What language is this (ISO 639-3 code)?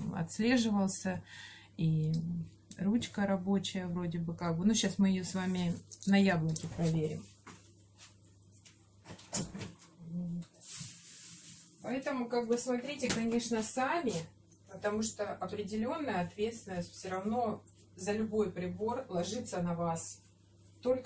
rus